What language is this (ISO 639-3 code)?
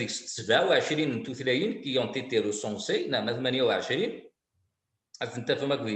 kab